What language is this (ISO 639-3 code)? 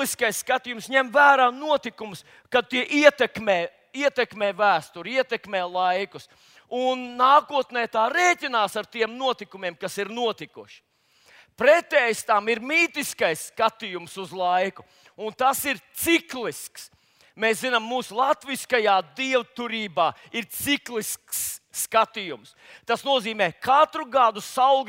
lav